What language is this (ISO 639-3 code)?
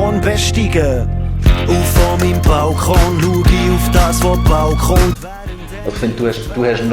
gsw